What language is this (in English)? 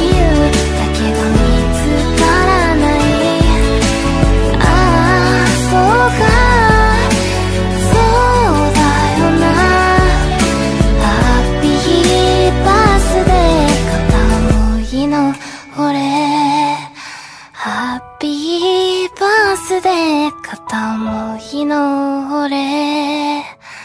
Japanese